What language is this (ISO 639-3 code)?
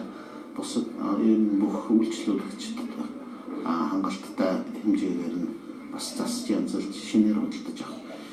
mon